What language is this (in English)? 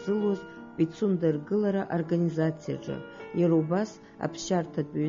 Abkhazian